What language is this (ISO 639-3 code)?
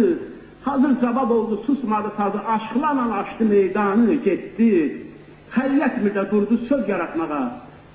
azb